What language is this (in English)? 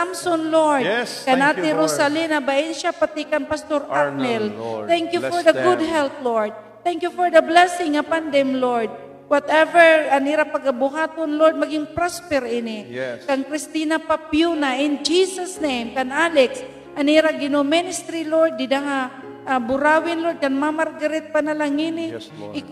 Waray